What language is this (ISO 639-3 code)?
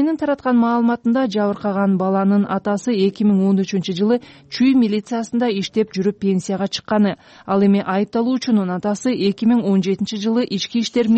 kir